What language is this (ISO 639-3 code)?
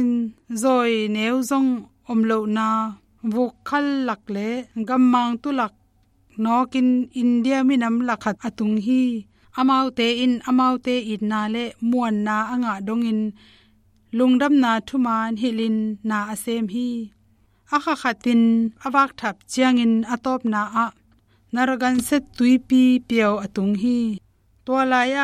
ctd